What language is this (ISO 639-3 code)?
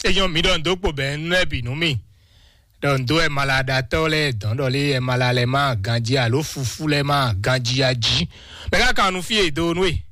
fon